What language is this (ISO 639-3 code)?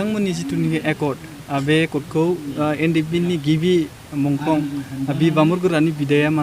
brx